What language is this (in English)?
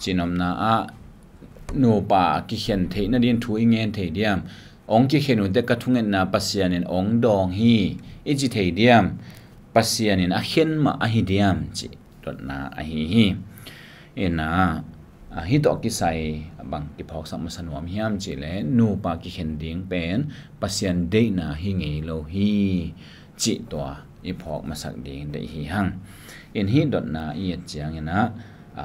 Tedim Chin